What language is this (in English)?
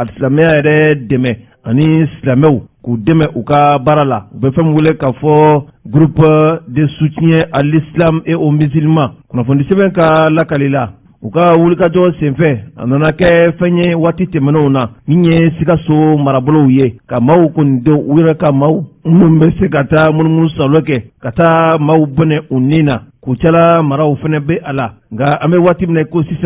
Bambara